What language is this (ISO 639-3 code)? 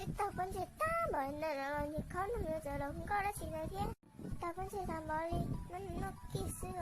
hmn